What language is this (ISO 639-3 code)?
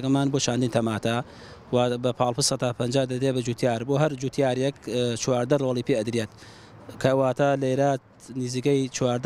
ckb